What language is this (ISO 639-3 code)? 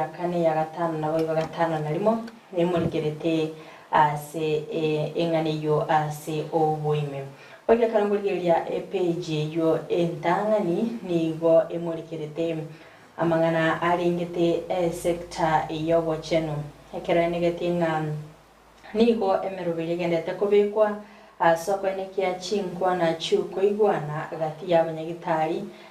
guz